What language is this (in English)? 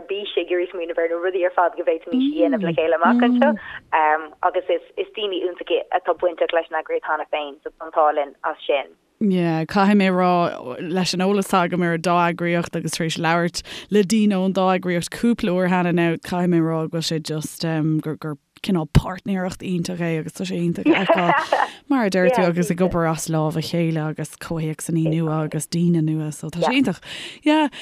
Irish